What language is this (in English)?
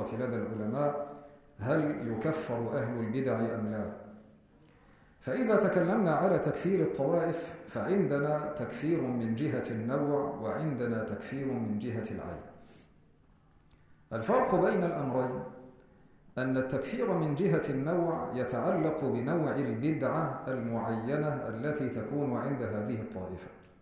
Arabic